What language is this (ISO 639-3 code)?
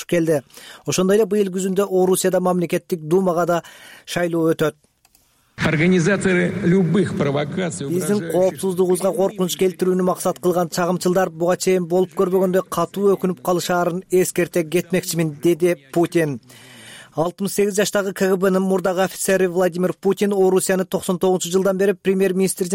kir